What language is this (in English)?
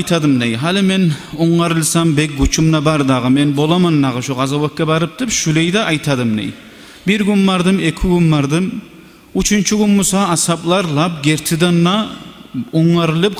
Kumyk